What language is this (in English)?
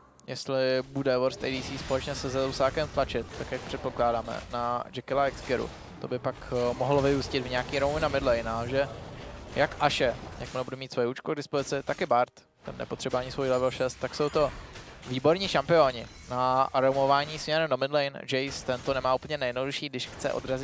Czech